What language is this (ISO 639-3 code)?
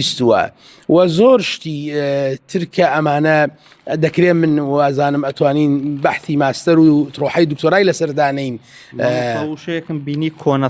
ckb